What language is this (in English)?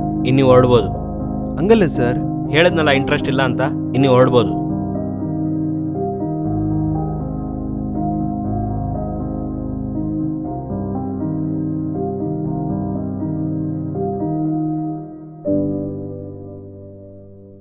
Kannada